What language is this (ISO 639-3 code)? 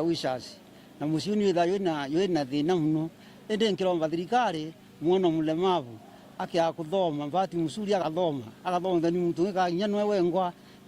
mer